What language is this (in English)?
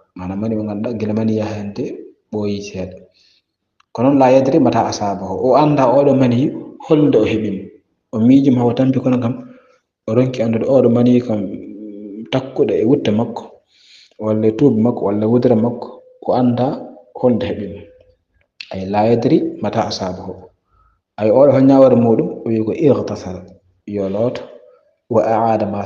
Fula